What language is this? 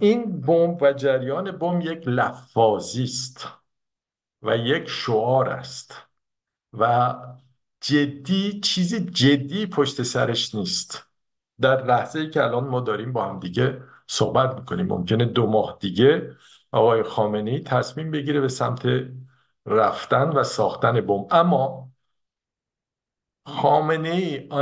Persian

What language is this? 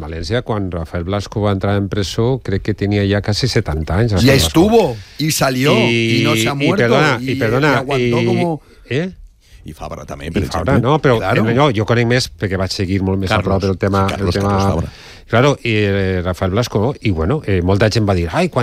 Catalan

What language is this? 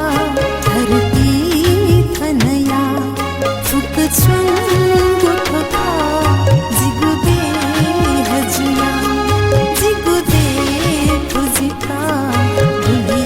Newari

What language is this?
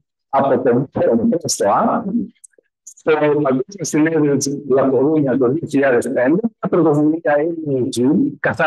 Greek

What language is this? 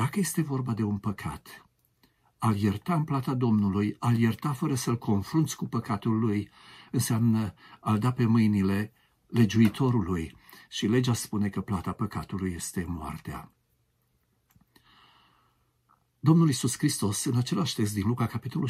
Romanian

